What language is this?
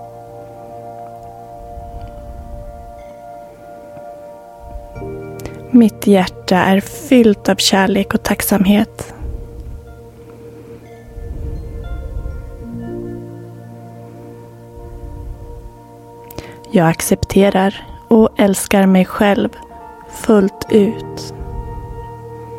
Swedish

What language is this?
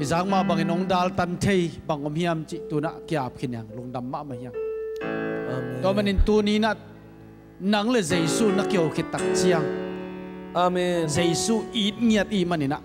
Tedim Chin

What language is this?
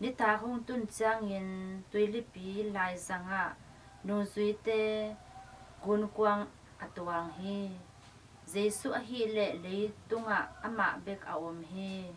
Tedim Chin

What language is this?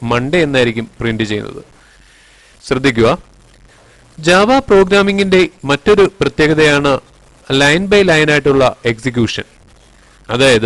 Malayalam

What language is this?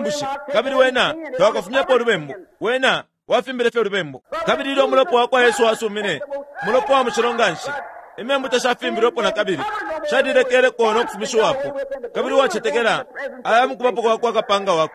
Bemba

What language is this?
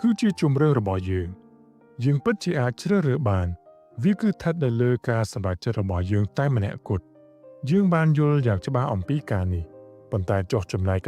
Khmer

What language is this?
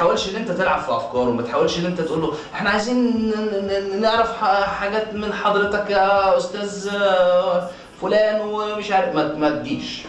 Egyptian Arabic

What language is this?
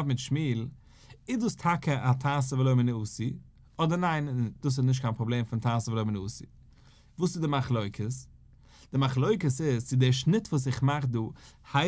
Yiddish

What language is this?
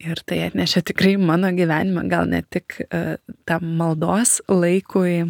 Lithuanian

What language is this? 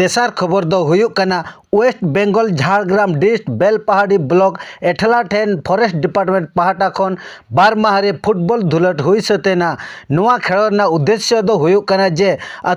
Santali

